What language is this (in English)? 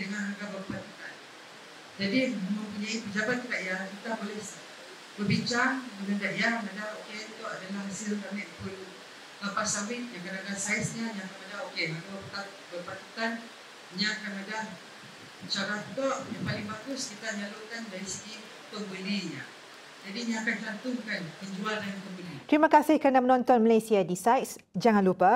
Malay